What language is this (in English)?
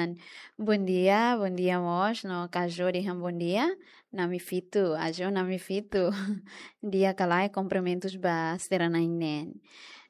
Tetum